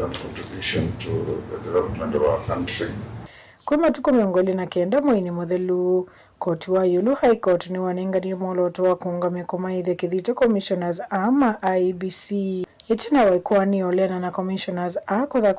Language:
Kamba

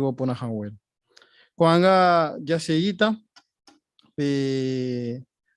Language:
Guarani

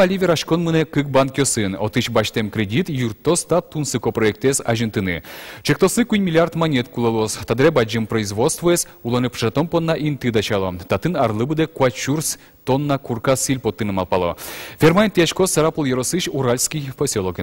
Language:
Udmurt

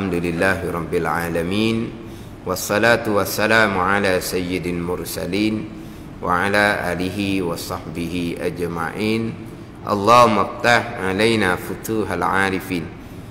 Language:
Malay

